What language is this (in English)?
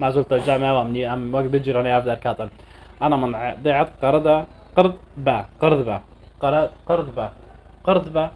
North Levantine Arabic